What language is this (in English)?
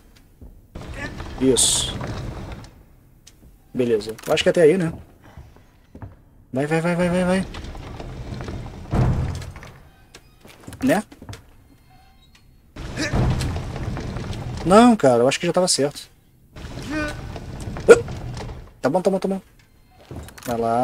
Portuguese